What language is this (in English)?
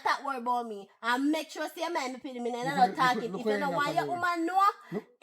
Jamaican Creole English